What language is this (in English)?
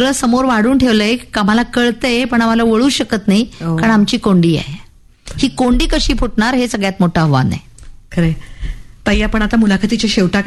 Marathi